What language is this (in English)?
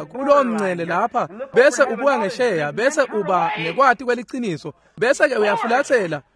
Swati